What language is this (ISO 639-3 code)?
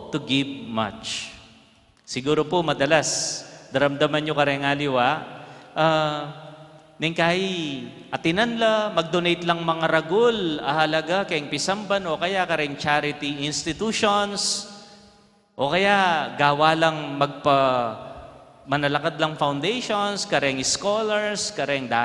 pam